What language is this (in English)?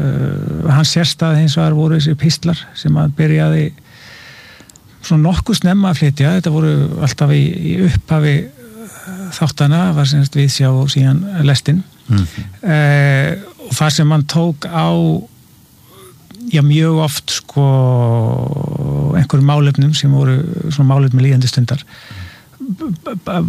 Icelandic